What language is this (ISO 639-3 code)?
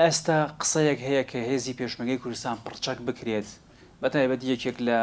ckb